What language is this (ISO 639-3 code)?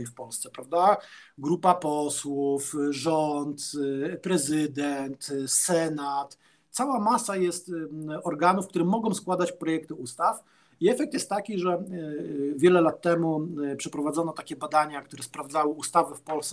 pol